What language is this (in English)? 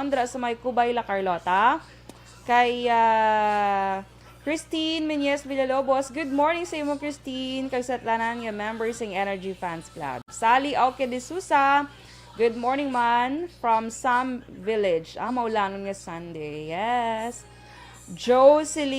Hiligaynon